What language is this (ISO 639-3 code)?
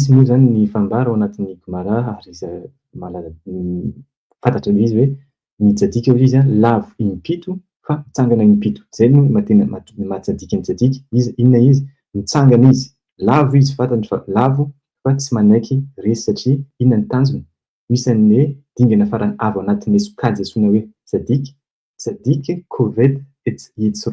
mlg